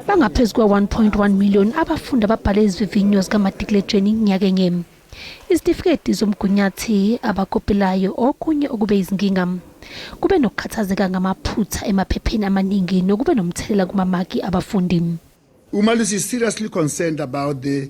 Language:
Zulu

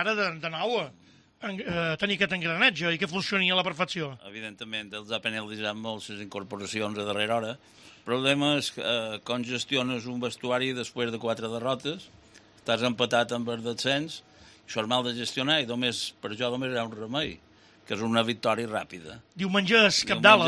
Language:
Catalan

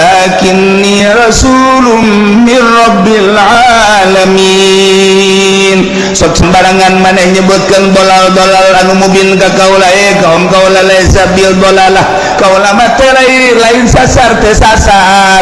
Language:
Sundanese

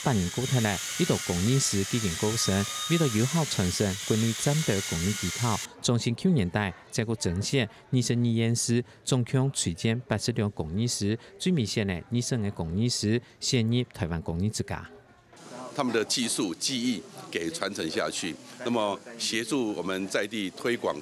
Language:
Hakka Chinese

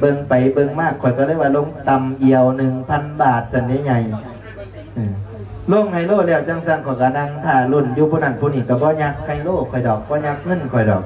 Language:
Lao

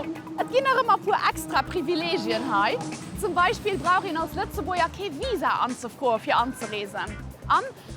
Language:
Luxembourgish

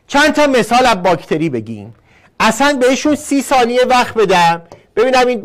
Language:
Persian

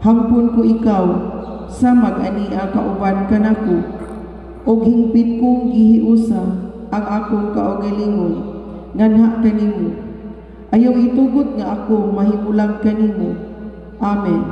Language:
Cebuano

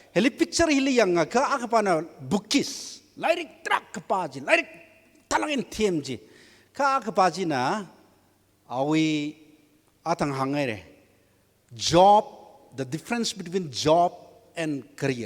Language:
Tangkhul Naga (India)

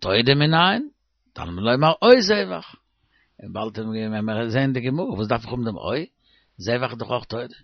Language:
Yiddish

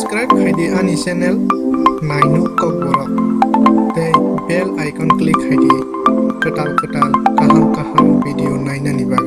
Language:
Kok Borok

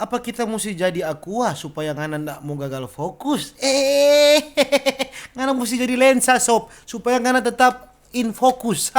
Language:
Manado Malay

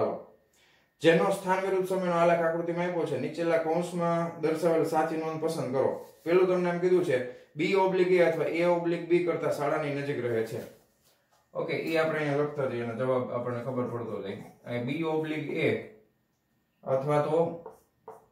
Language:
Gujarati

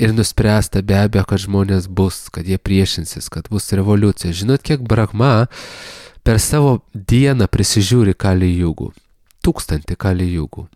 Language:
Lithuanian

